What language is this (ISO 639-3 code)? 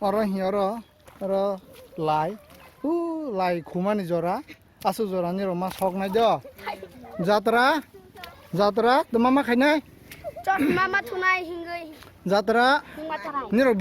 trp